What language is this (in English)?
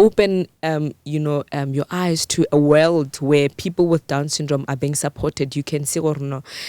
Northern Sotho